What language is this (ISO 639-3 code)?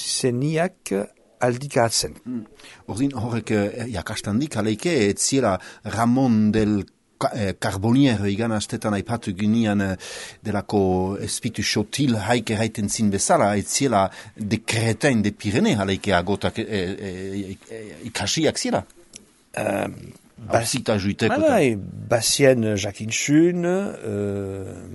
eus